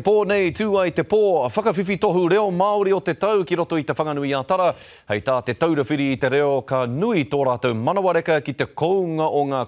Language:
Māori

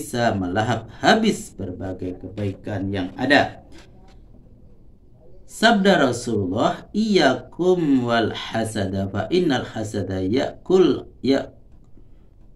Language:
Indonesian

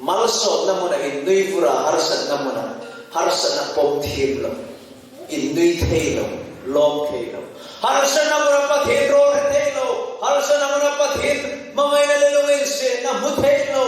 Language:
Hmar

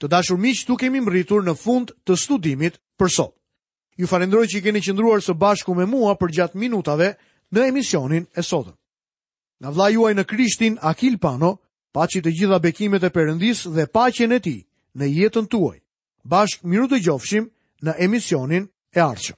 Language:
Albanian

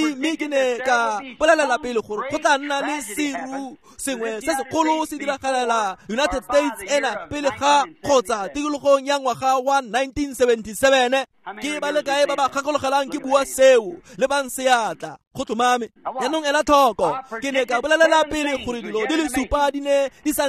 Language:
Tswana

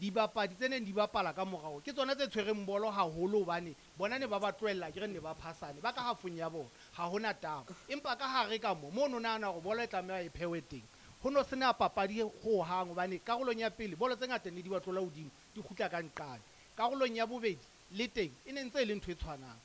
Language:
Southern Sotho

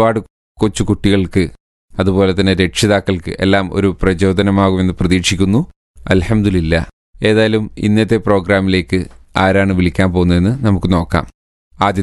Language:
Malayalam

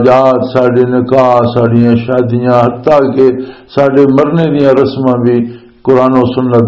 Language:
Western Panjabi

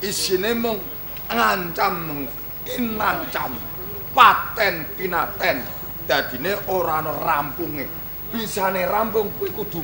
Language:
Javanese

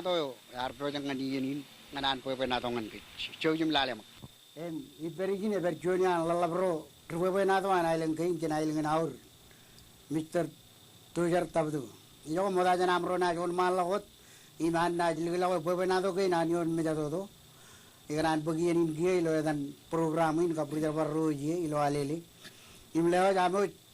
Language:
Marshallese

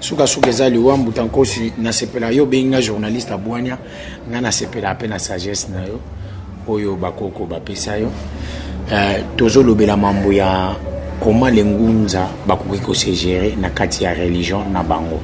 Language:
Lingala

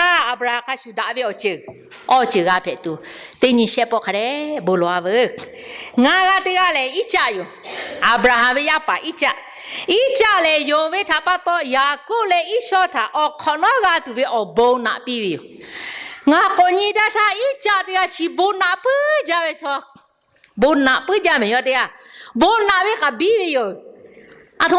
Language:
Lahu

